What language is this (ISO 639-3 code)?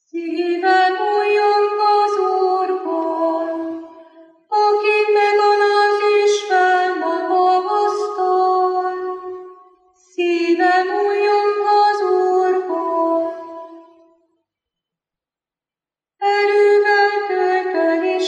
hun